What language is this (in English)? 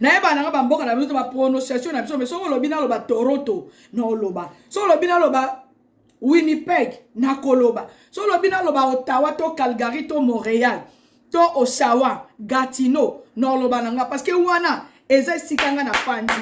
Lingala